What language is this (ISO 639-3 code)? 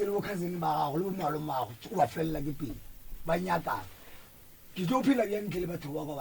nso